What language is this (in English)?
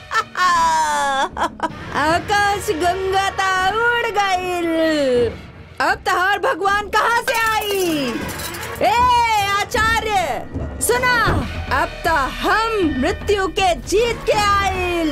Bhojpuri